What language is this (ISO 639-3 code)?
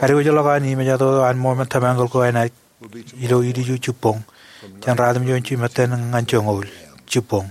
mah